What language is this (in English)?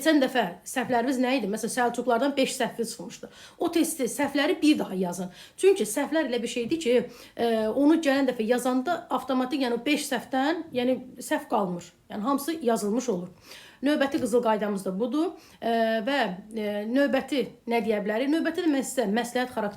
Azerbaijani